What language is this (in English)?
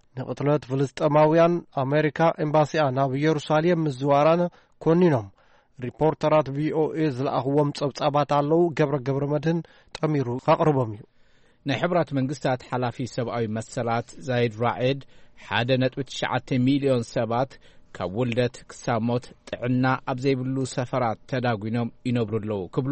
Tigrinya